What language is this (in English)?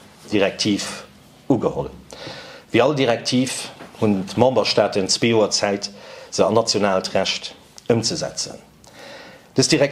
Luxembourgish